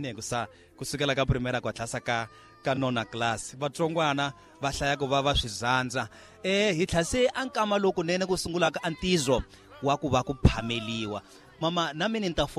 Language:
Tsonga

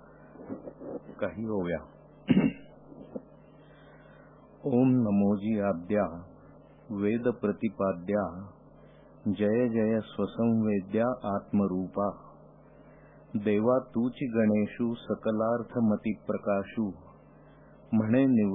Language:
Marathi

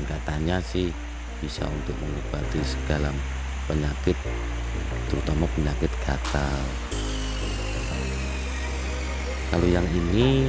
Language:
Indonesian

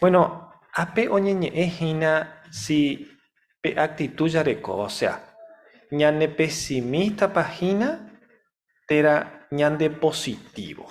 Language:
Guarani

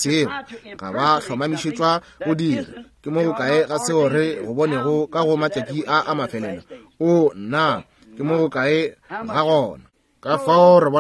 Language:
Northern Sotho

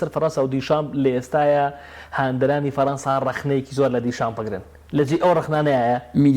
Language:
Central Kurdish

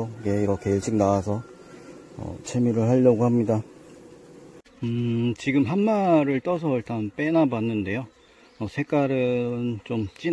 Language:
Korean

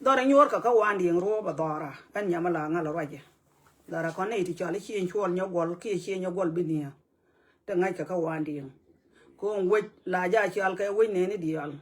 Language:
Nuer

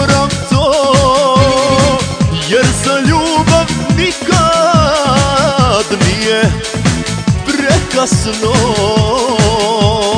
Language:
Croatian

